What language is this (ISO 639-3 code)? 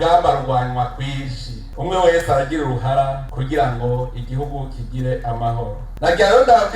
run